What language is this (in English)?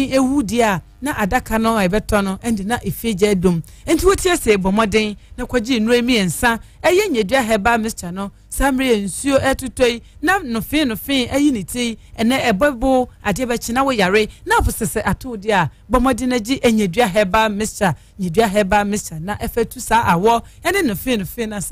Akan